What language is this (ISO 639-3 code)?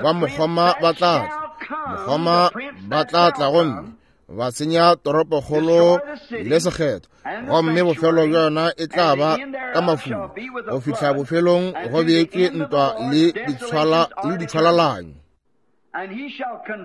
nso